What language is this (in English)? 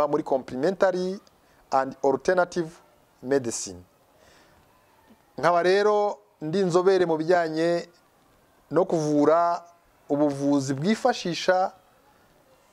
Kinyarwanda